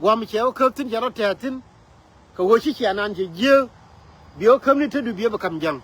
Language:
Nuer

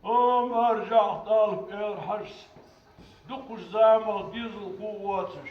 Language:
Ingush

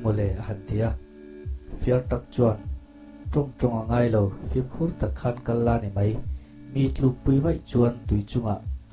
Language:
Mizo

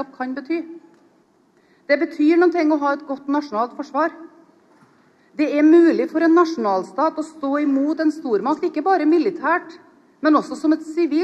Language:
Norwegian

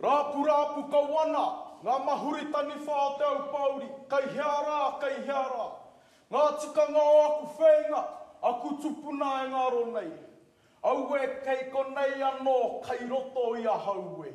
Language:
Māori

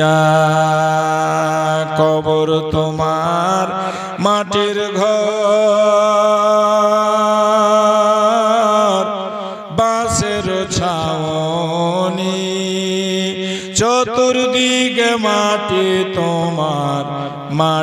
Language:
Bangla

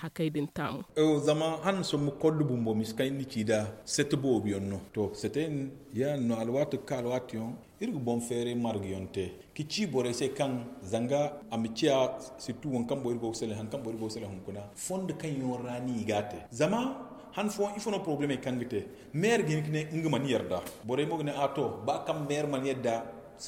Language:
Zarma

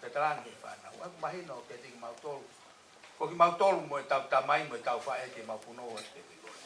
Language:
Tongan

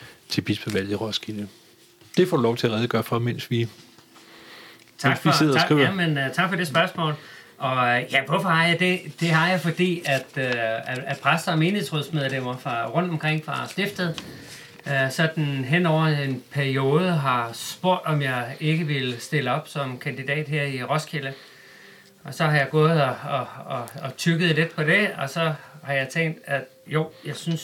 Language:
Danish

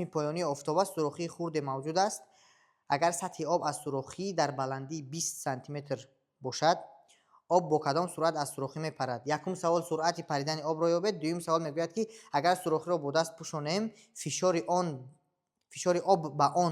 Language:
Tajik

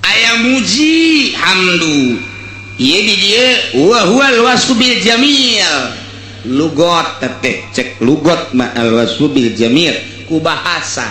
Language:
Sundanese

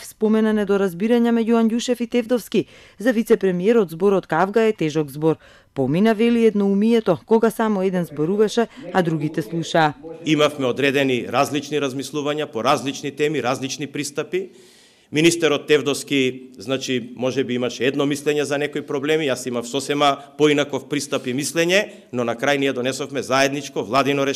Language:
Macedonian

